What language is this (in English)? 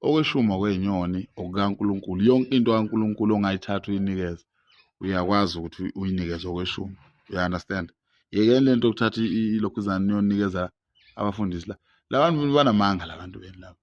Zulu